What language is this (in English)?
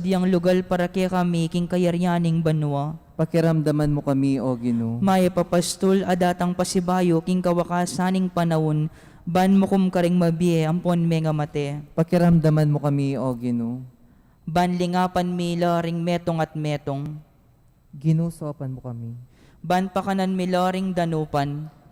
Pampanga